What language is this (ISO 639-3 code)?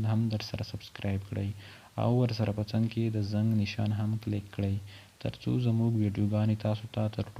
pus